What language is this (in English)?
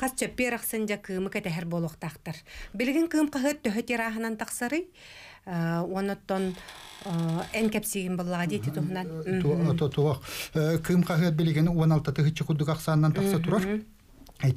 Yakut